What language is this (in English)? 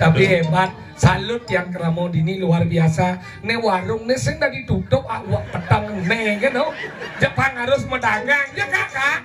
Balinese